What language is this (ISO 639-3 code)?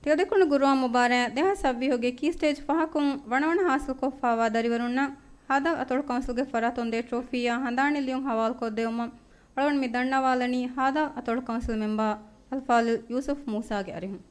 div